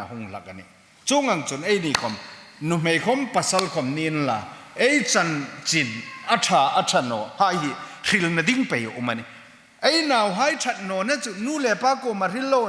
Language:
Hmar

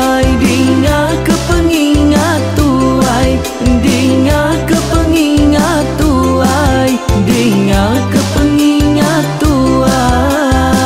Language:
Iban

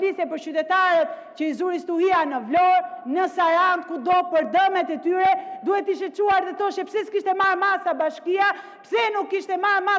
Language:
Albanian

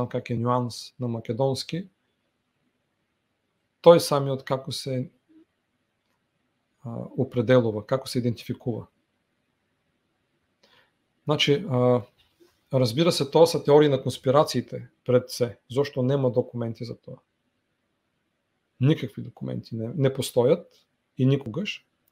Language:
Bulgarian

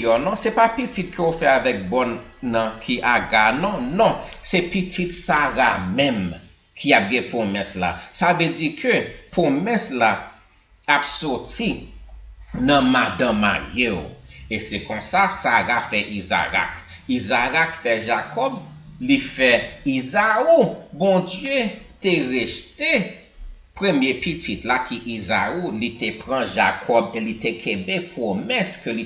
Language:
Haitian Creole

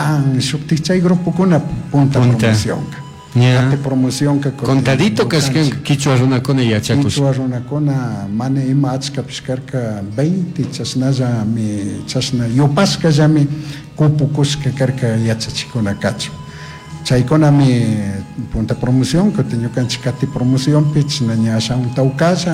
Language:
Chimborazo Highland Quichua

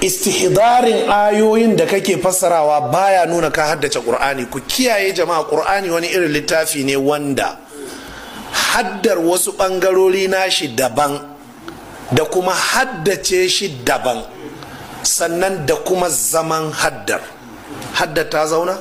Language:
Hausa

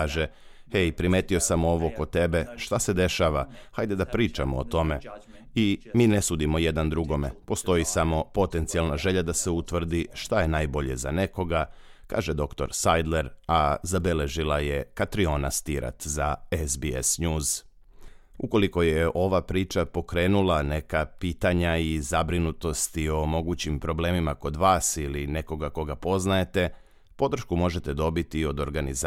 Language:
Serbian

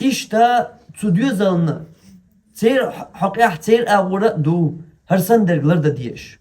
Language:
Chechen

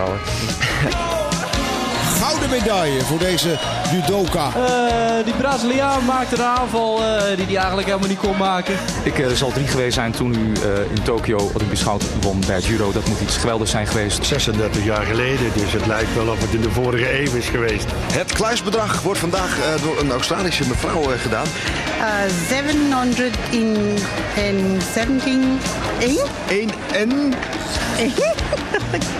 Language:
Dutch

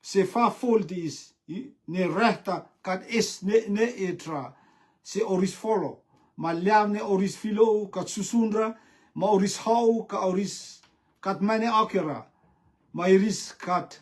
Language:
Rotuman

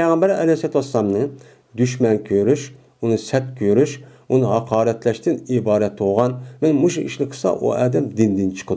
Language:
Uyghur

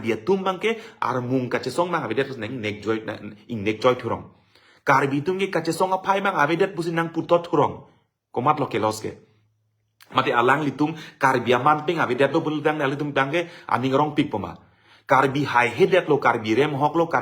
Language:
Karbi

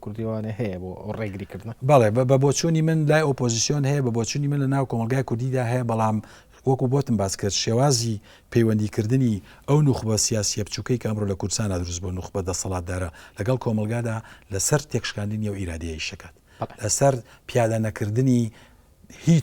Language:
Central Kurdish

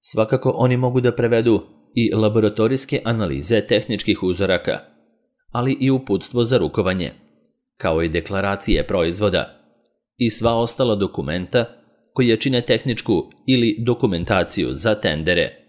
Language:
Serbian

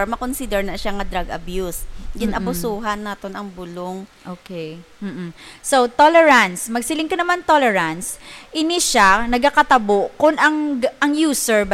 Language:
Hiligaynon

